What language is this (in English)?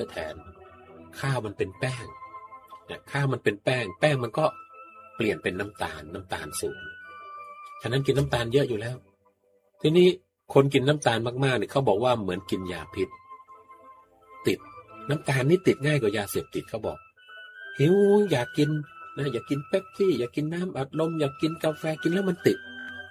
Thai